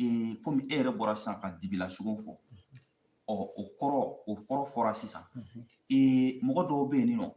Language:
Bambara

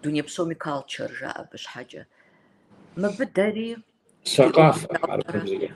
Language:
Kabardian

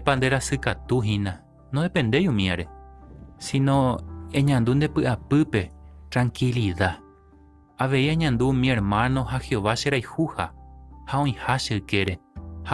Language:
Guarani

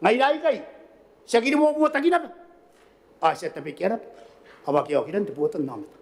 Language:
Gilbertese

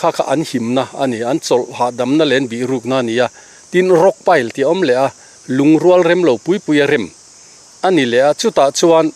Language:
Mizo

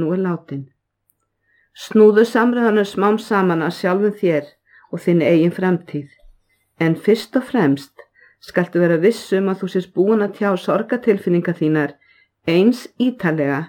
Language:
Icelandic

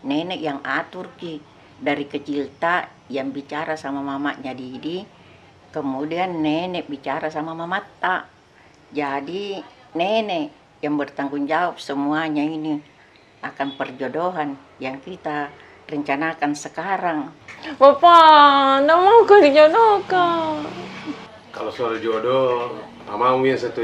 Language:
Makassar Malay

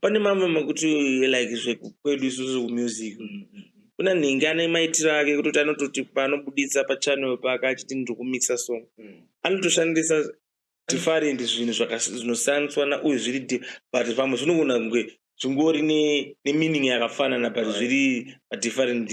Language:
Shona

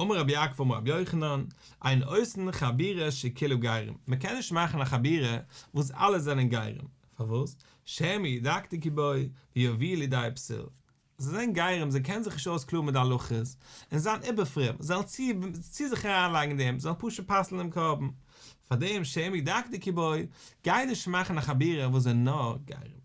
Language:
Yiddish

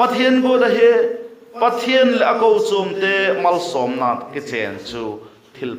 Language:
Vaiphei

